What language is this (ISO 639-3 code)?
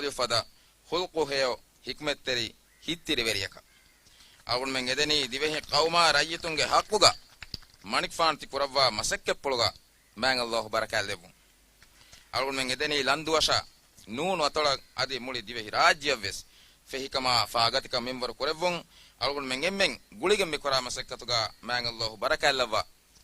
div